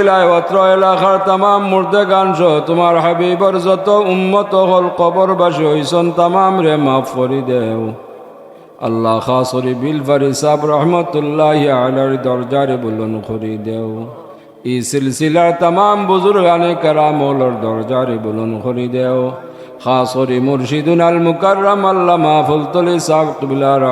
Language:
Sylheti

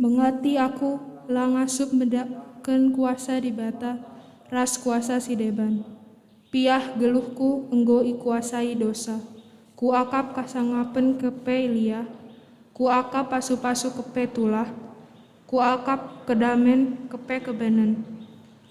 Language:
Batak Karo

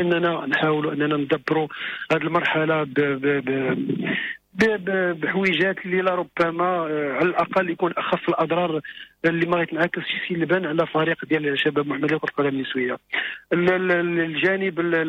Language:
Moroccan Arabic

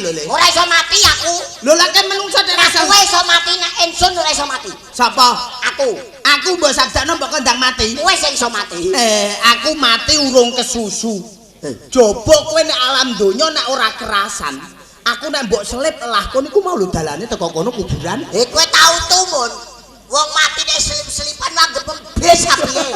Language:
Javanese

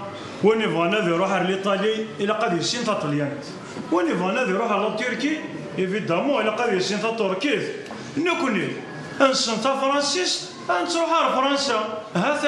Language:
Kabyle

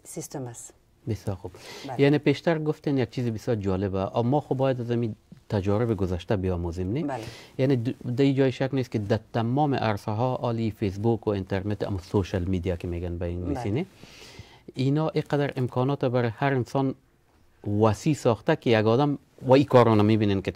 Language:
Persian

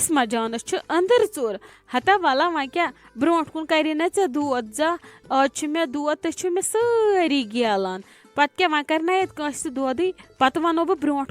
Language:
Kashmiri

